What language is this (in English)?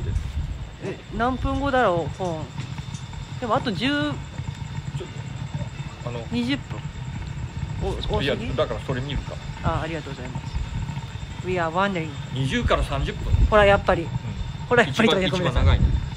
Japanese